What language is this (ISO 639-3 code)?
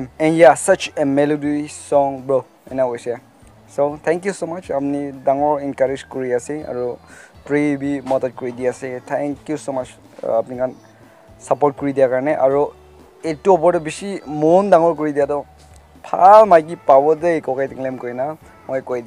nag